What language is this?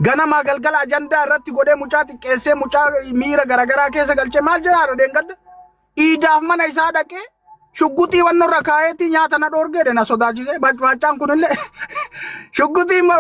Oromo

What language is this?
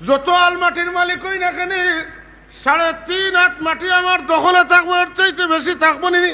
Sylheti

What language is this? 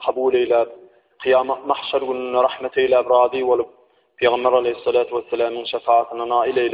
Turkmen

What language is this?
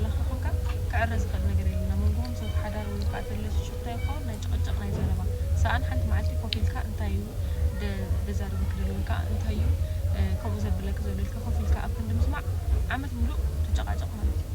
Tigrinya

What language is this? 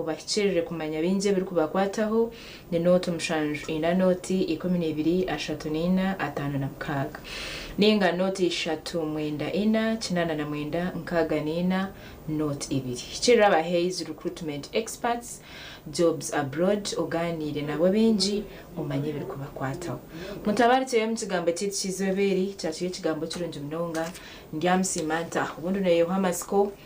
Nyankole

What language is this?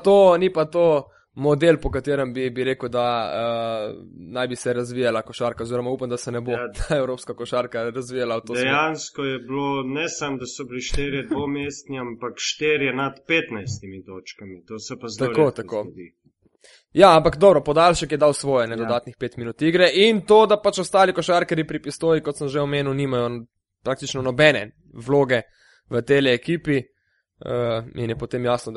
Slovenian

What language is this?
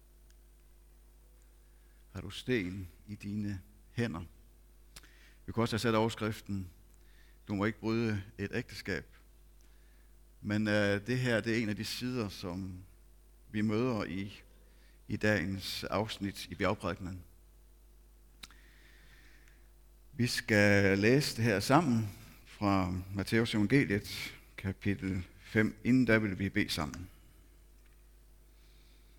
Danish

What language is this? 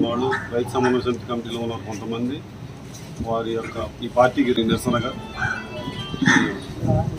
Telugu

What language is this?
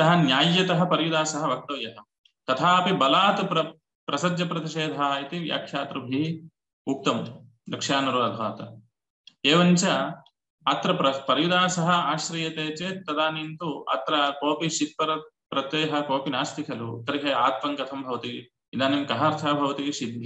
Sanskrit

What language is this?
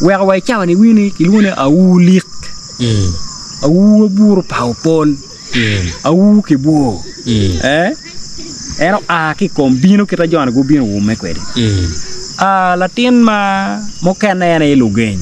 Acoli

